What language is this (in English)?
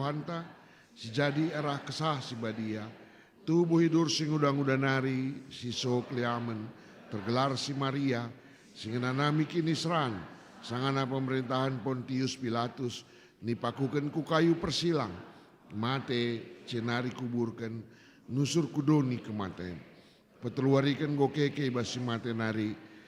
Batak Karo